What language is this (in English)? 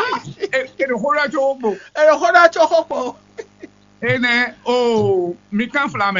Fon